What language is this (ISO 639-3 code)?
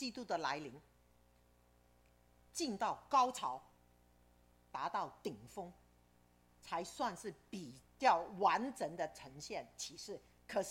zho